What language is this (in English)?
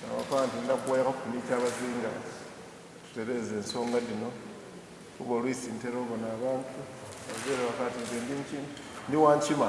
Soga